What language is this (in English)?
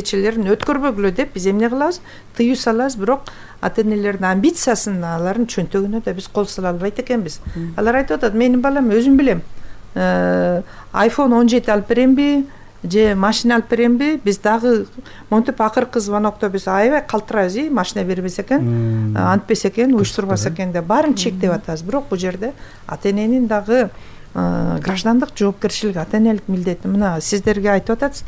Kyrgyz